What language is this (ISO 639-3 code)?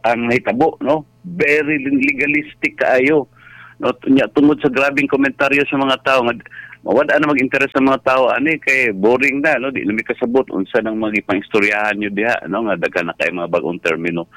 ceb